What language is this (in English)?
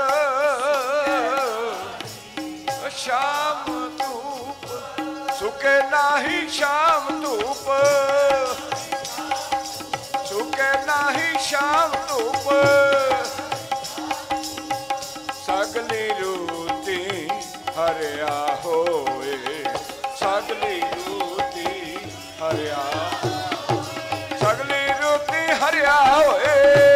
Punjabi